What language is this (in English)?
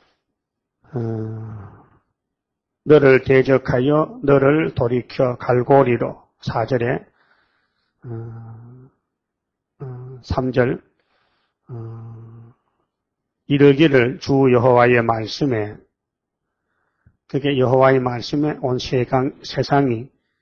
Korean